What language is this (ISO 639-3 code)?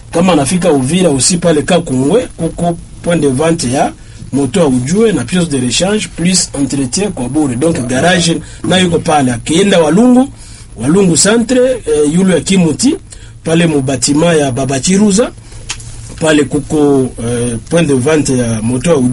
swa